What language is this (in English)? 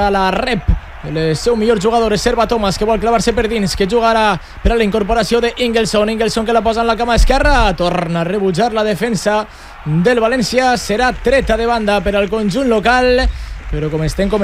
Catalan